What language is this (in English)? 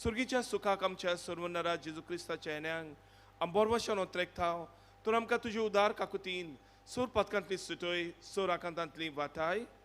Konkani